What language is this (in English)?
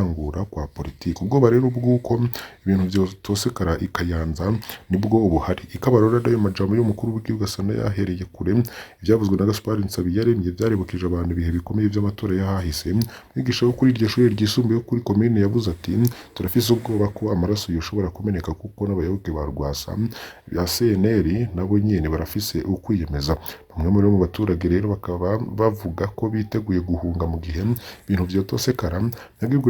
Rundi